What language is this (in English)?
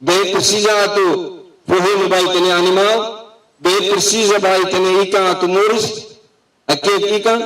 Tetum